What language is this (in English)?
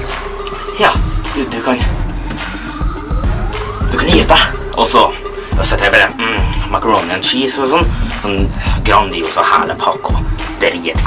Norwegian